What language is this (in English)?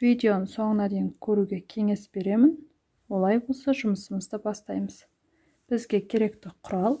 Kazakh